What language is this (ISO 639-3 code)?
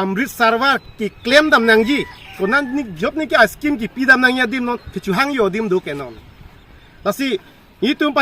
mjw